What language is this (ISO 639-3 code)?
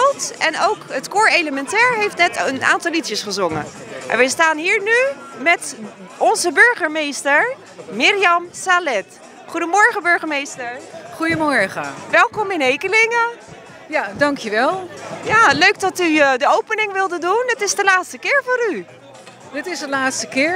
nld